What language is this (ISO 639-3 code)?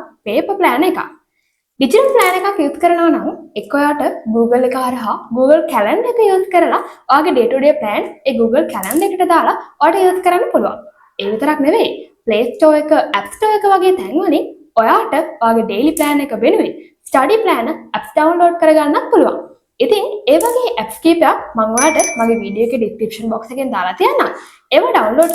sin